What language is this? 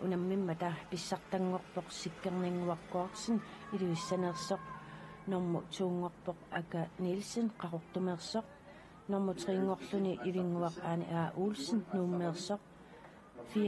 Kalaallisut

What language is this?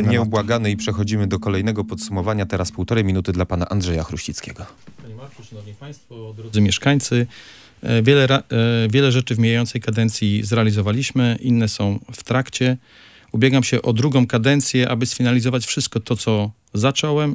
Polish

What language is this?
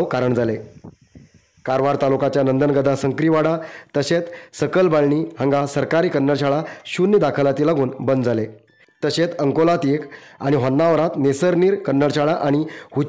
Konkani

